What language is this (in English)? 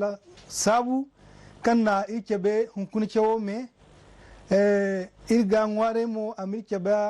Zarma